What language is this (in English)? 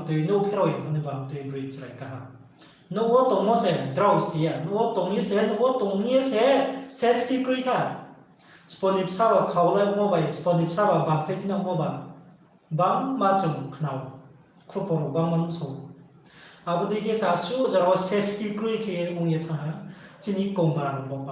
Riang (India)